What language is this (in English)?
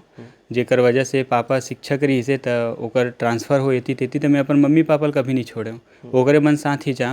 Chhattisgarhi